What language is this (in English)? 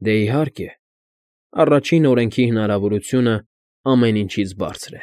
Armenian